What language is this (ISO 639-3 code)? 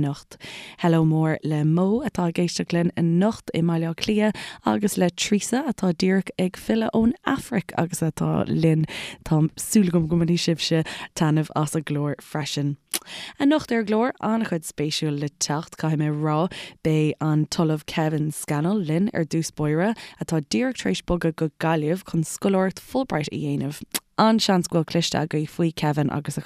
gle